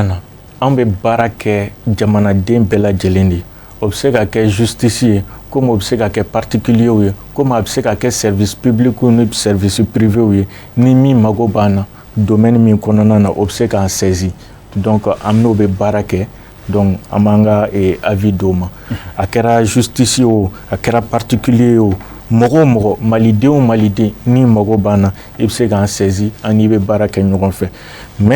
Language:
Bambara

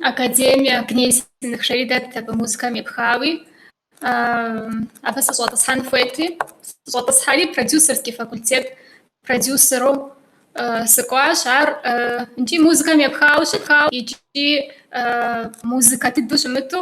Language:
Kabardian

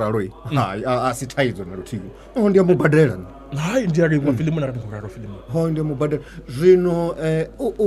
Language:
Venda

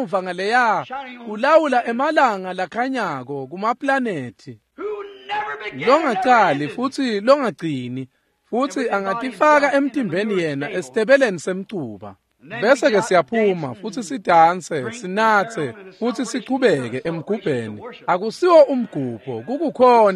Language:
Swati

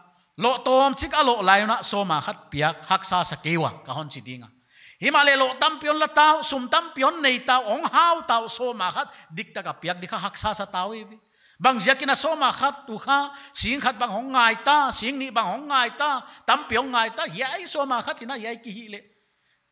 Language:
Paite Chin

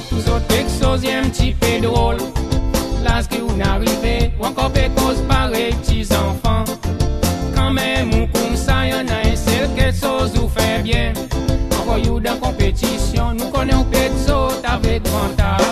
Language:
Seselwa Creole French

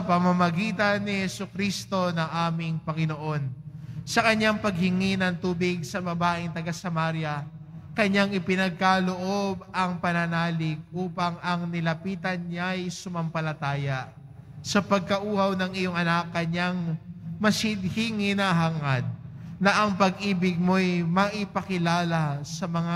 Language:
Filipino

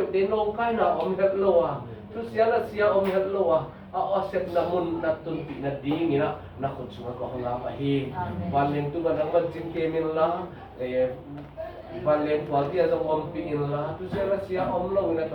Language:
Tedim Chin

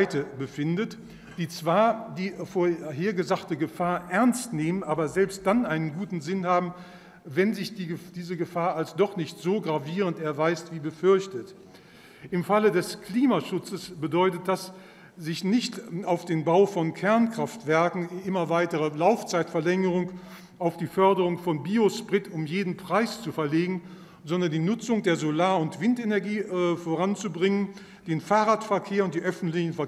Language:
German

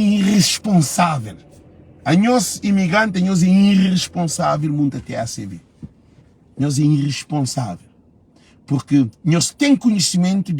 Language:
Kabuverdianu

